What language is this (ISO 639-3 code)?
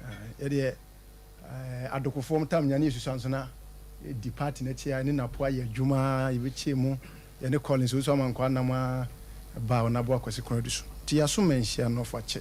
aka